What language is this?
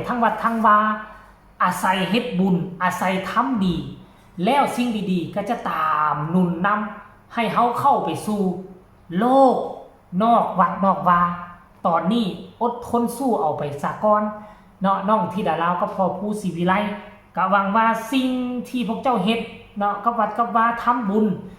Northeastern Thai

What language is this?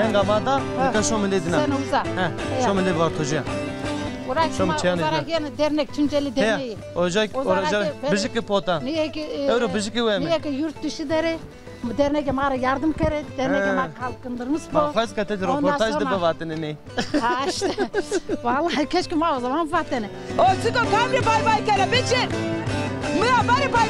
Zaza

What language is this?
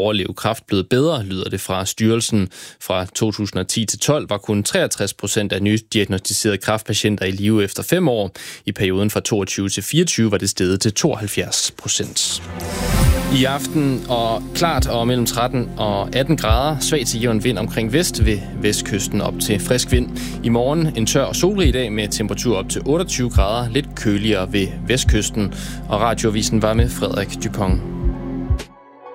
Danish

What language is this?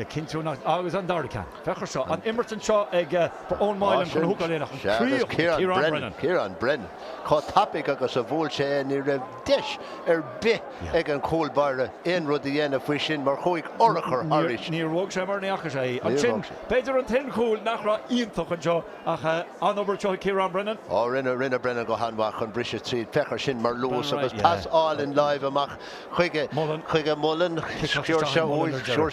Irish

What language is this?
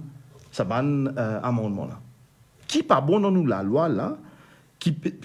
Morisyen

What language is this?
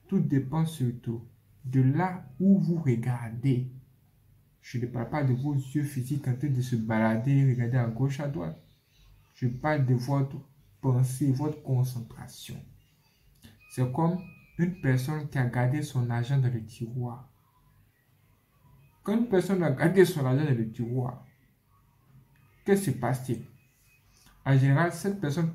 French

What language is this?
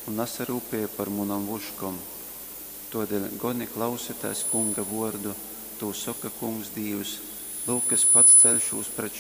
Latgalian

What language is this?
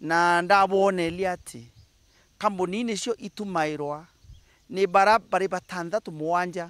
Meru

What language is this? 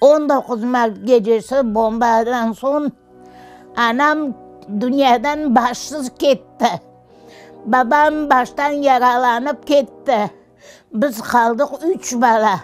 Crimean Tatar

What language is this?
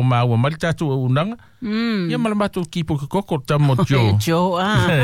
Samoan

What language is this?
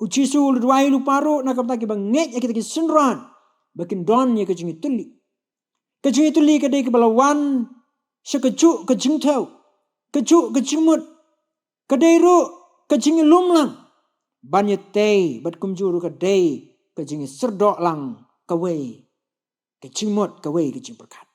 Khasi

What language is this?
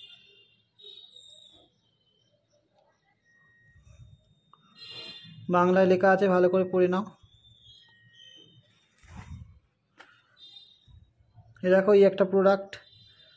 Bangla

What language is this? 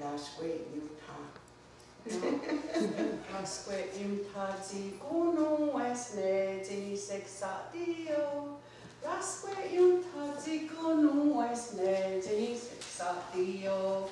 Mohawk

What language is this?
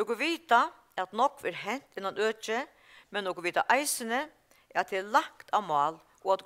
Faroese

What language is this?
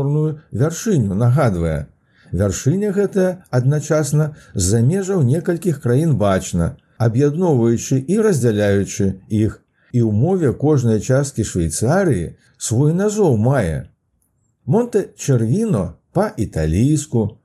Belarusian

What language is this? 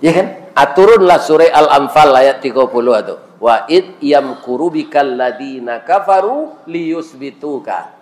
Minangkabau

